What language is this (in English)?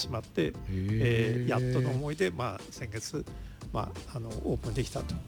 Japanese